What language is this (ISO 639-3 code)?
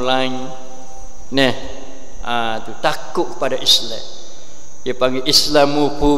msa